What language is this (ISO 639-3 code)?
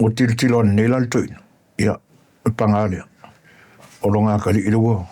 smo